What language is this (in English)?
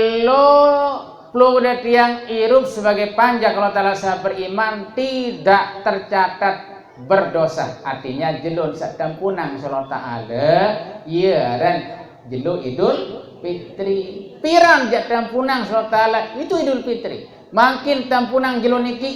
Sasak